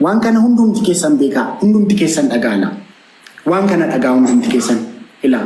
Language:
Oromo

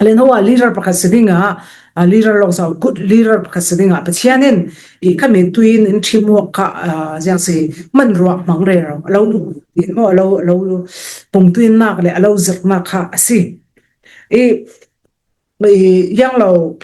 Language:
Falam Chin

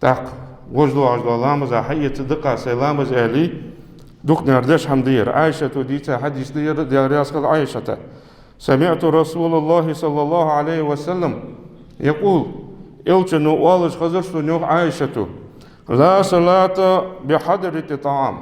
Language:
Ingush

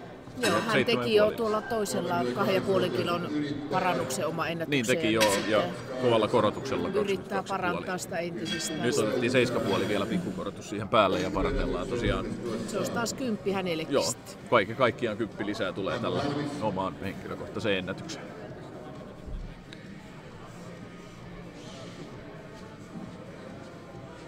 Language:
Finnish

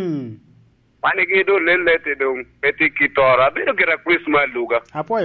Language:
Lango (Uganda)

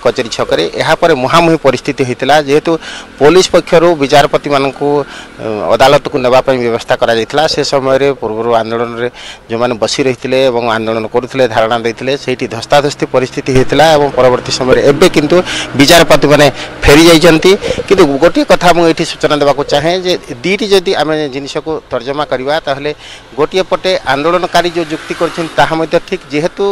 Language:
Odia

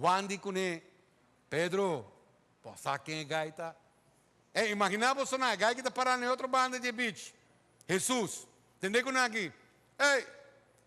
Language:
Papiamento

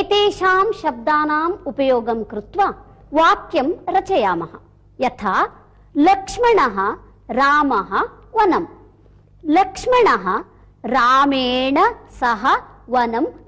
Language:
Sanskrit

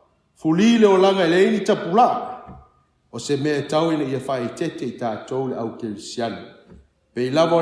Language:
Samoan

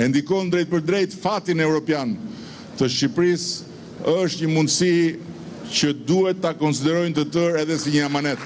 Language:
Albanian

